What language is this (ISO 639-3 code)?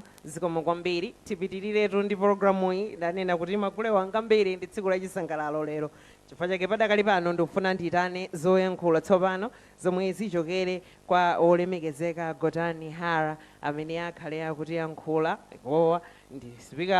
nya